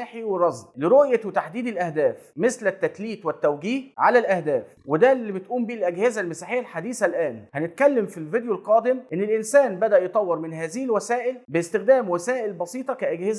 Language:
Egyptian Arabic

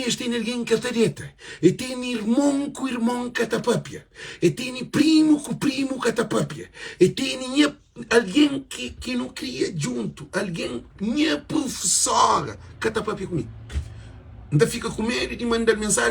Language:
Kabuverdianu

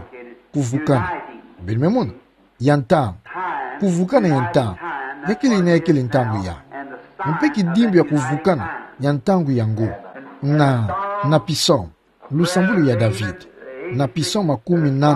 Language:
Kituba (Democratic Republic of Congo)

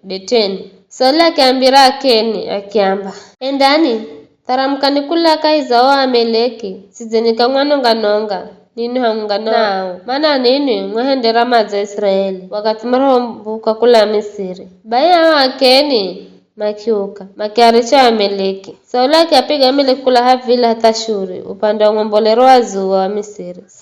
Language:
Giryama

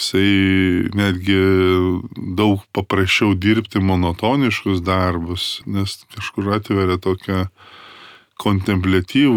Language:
Lithuanian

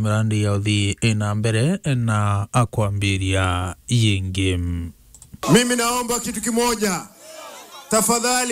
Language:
Meru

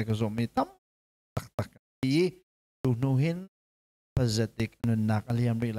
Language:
Hakha Chin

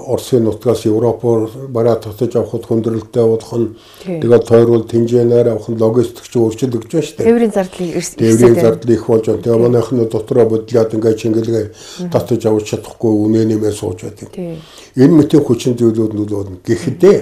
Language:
Mongolian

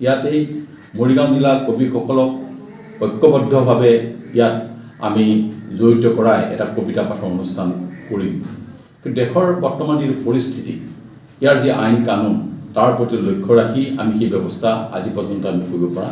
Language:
Assamese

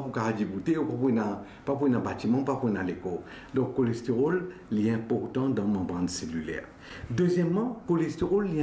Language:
Morisyen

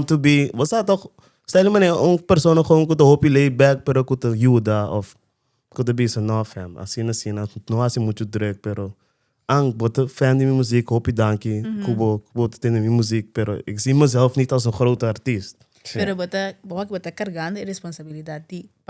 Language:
Papiamento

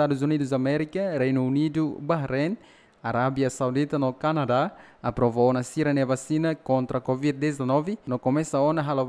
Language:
Tetum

